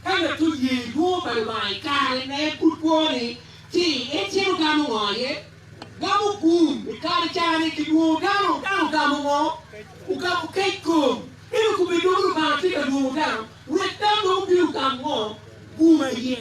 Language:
Acoli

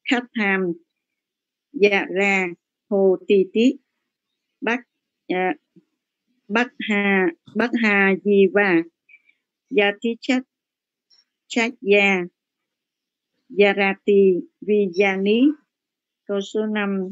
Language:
Vietnamese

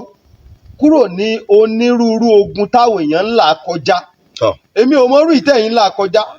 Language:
Yoruba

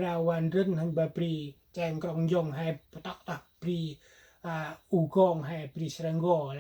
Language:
Central Mnong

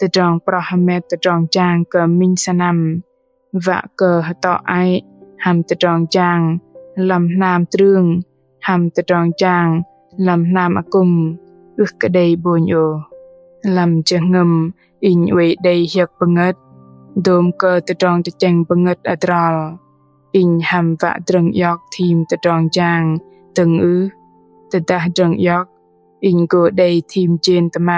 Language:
Bahnar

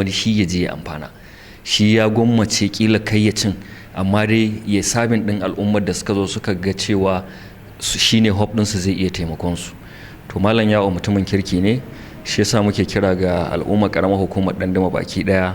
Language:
Hausa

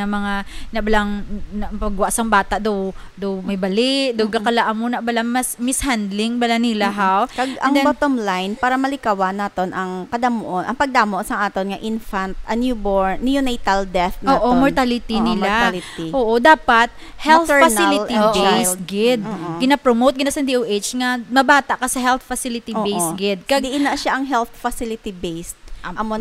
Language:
Hiligaynon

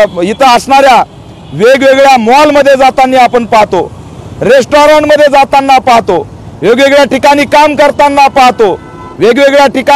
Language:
Marathi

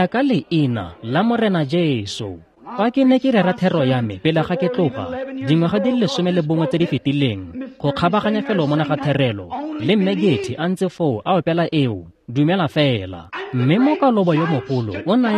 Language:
Tswana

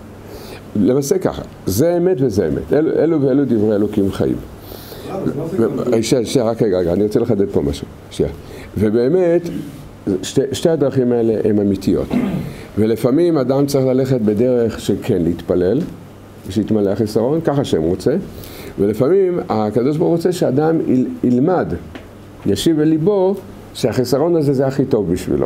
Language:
Hebrew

